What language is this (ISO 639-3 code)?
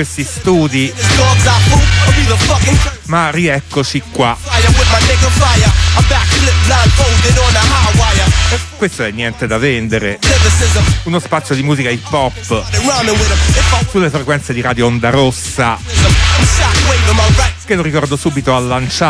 ita